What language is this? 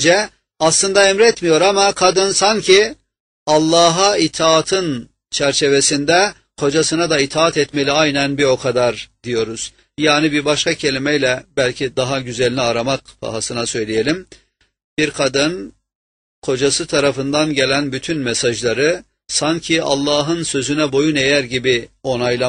Turkish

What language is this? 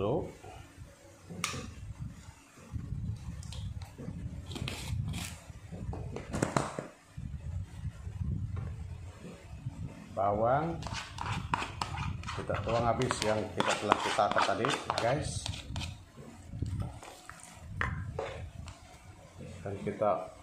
Malay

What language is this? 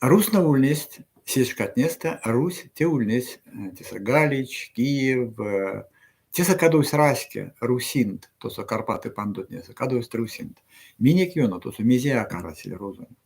Erzya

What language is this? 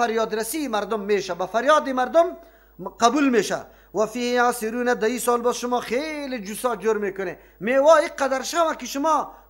Persian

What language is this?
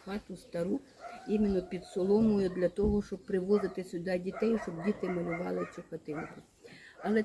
Ukrainian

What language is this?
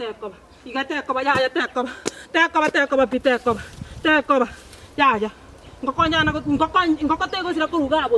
Gusii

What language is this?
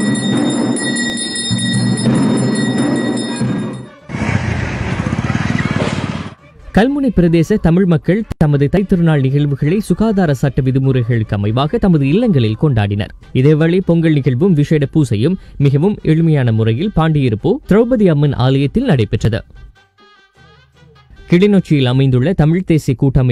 Tamil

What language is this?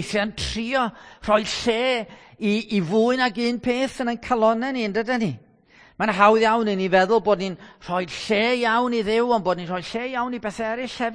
Welsh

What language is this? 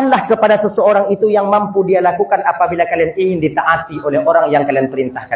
Achinese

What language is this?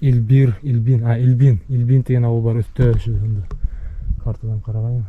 Bashkir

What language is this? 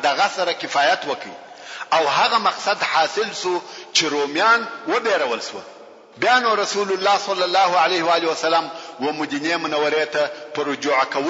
Pashto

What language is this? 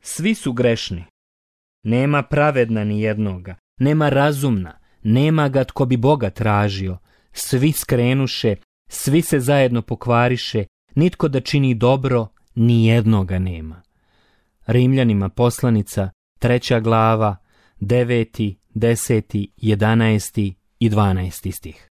Croatian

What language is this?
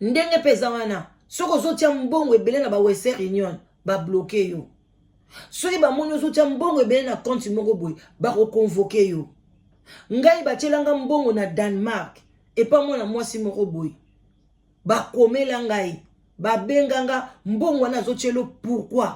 Lingala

